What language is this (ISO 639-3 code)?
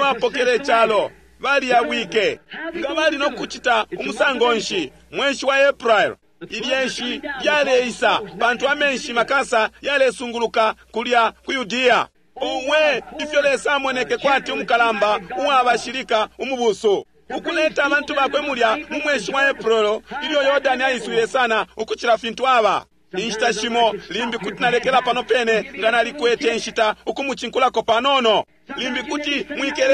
bem